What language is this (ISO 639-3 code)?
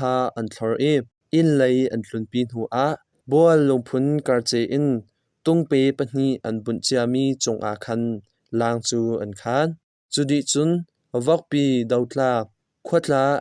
cnh